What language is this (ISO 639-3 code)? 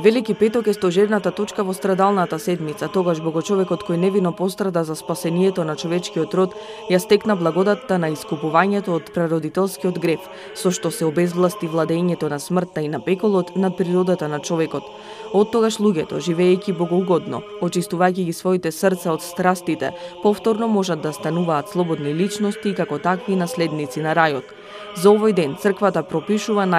mkd